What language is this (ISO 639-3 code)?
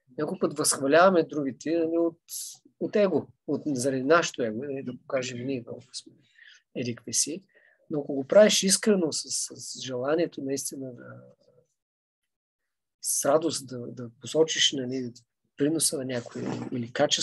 bul